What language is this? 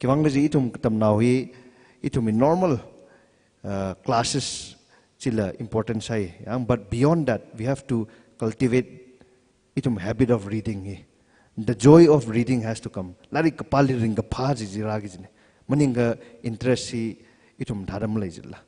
Tangkhul Naga (India)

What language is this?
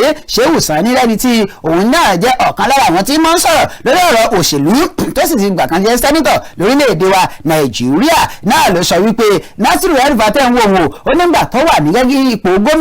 Yoruba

